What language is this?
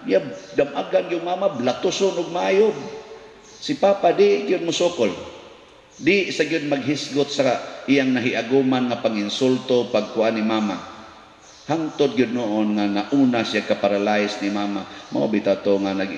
Cebuano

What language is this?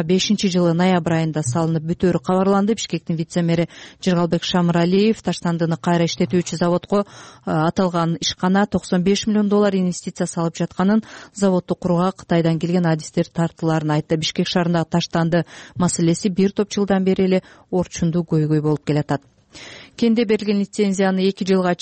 Kyrgyz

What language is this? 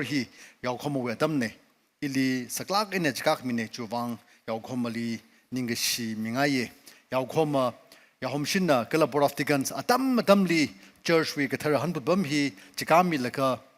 Tangkhul Naga (India)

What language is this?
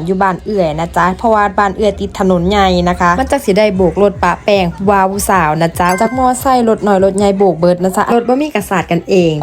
Northeastern Thai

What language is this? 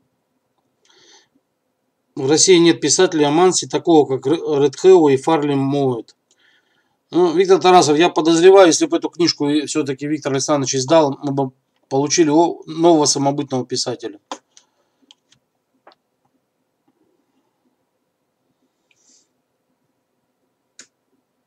Russian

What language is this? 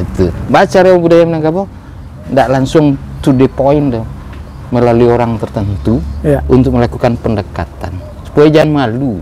Minangkabau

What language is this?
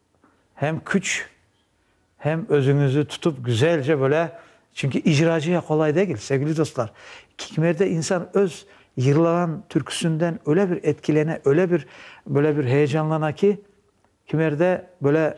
Crimean Tatar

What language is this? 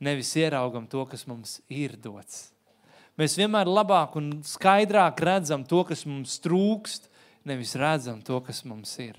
Latvian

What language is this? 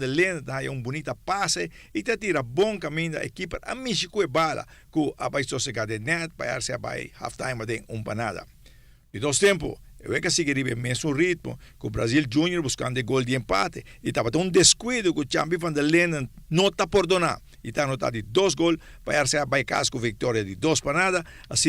Papiamento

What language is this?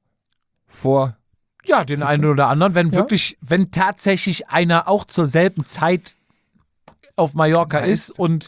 German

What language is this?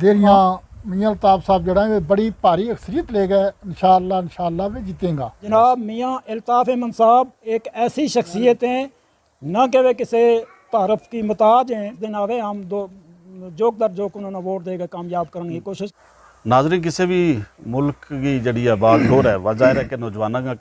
Gujari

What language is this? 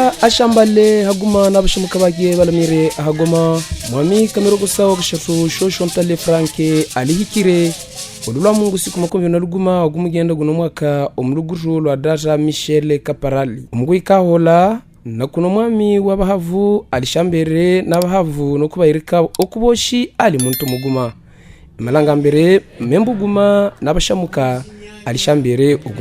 Havu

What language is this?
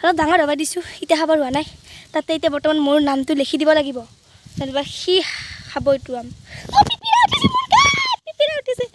Assamese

